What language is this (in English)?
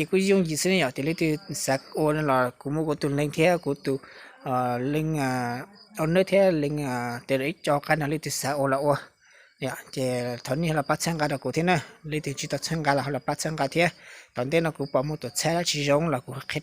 Hmong